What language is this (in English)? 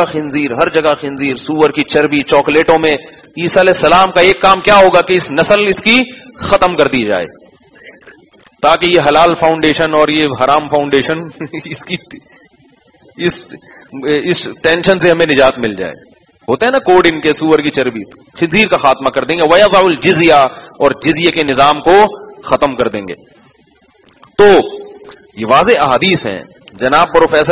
Urdu